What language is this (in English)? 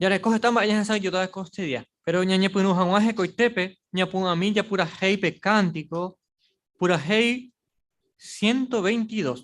Guarani